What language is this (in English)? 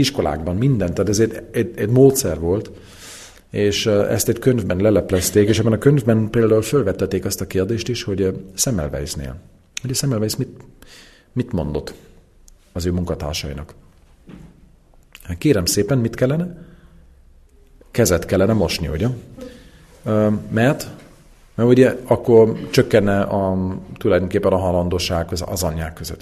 Hungarian